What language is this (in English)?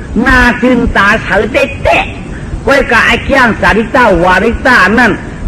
Shan